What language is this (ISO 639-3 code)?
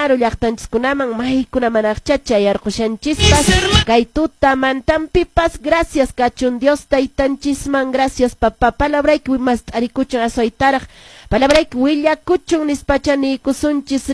que